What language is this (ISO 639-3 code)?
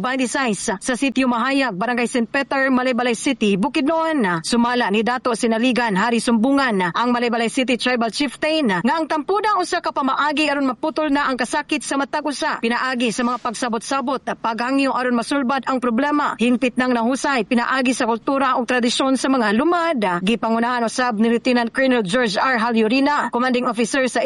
ceb